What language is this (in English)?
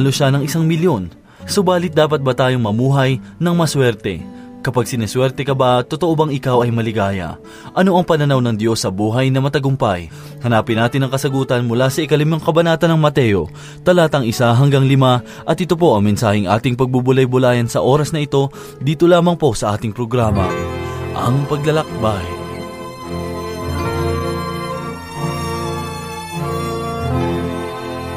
Filipino